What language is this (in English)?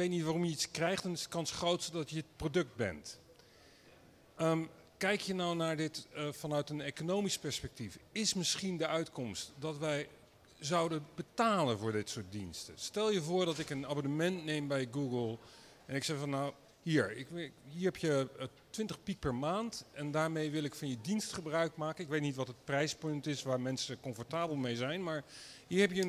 Dutch